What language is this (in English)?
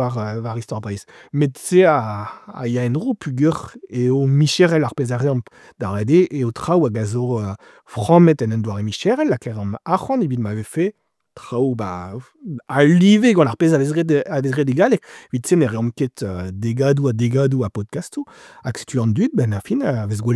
Breton